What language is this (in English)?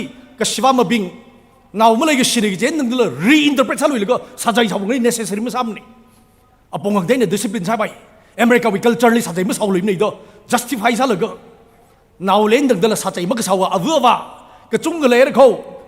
Tangkhul Naga (India)